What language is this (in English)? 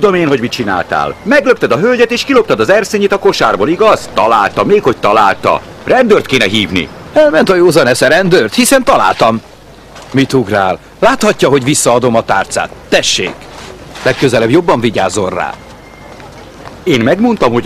Hungarian